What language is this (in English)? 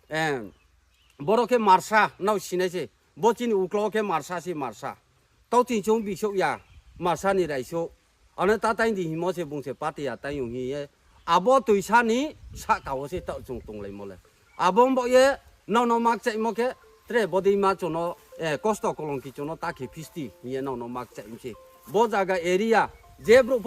Riang (India)